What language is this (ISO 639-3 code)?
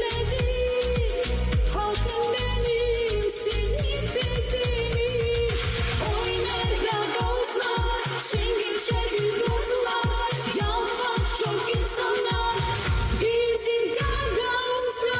gag